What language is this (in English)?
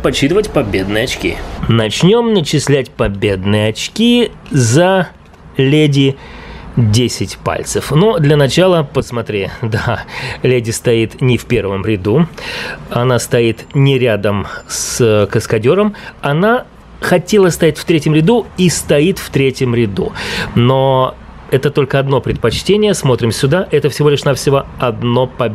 Russian